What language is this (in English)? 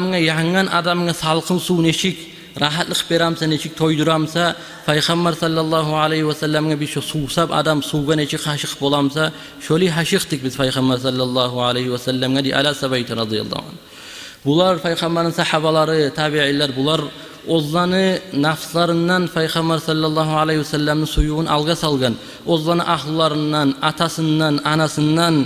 Kumyk